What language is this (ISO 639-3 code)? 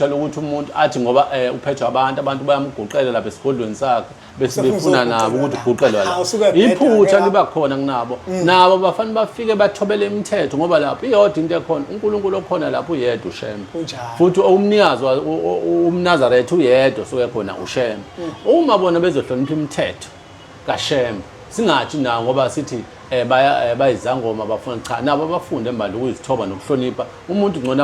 zul